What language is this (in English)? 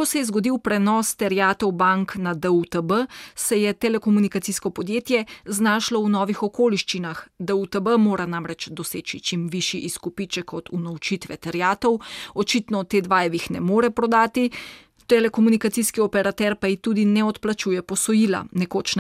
Slovenian